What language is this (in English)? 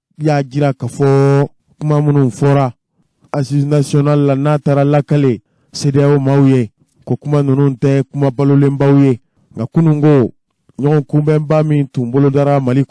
Bambara